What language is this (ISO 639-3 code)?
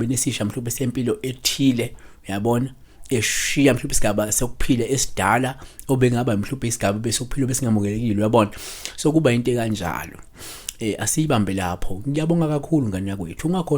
zul